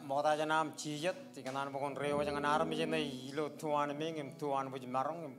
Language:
Marshallese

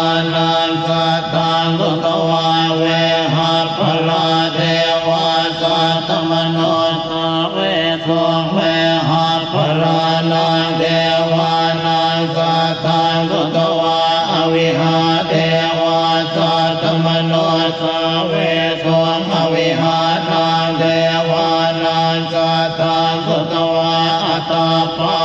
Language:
Pali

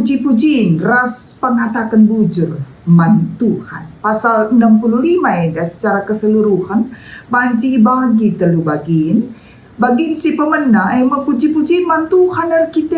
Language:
Batak Karo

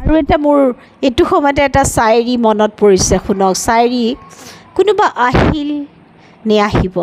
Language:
Assamese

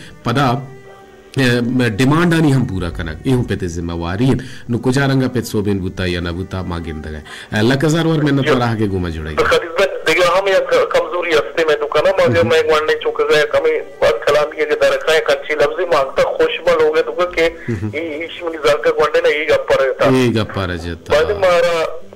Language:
Baluchi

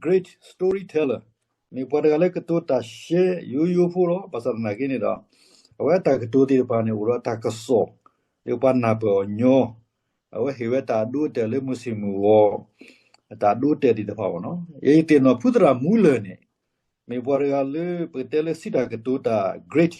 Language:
S'gaw Karen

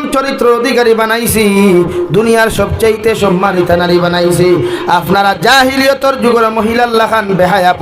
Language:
Sylheti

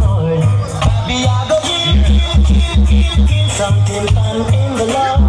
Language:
Jamaican Creole English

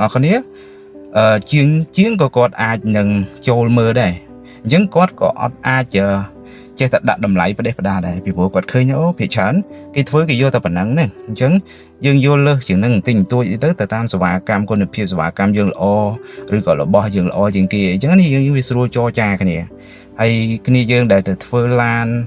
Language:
Khmer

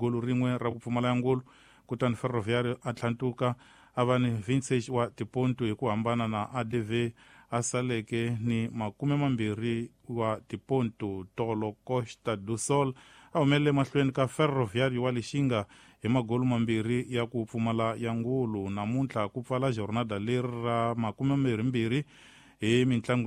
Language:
Tsonga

